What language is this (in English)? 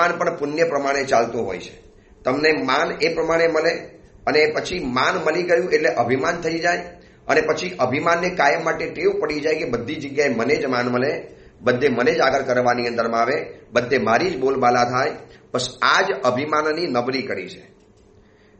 Gujarati